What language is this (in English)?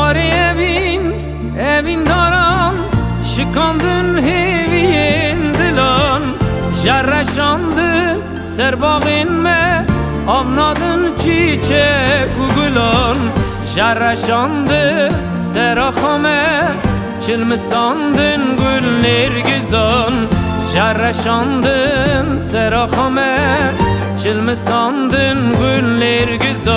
Kurdish